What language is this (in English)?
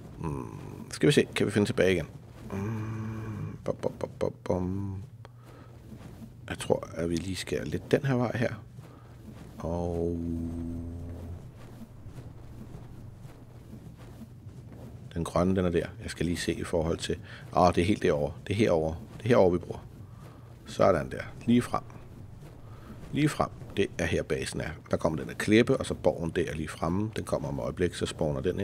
Danish